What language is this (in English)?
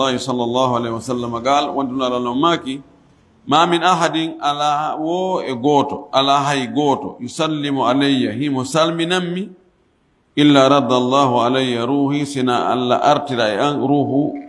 Fula